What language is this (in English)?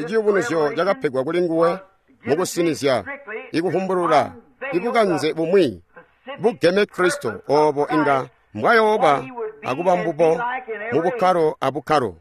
Tonga (Zambia)